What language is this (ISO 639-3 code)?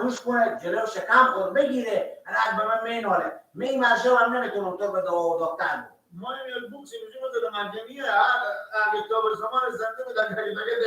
fas